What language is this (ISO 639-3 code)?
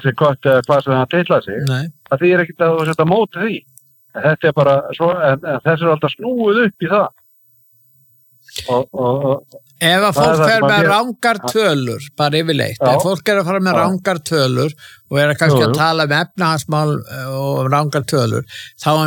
isl